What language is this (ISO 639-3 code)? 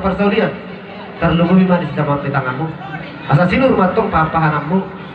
bbc